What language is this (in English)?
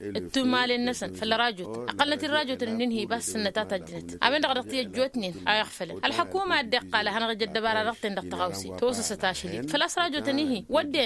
Tamasheq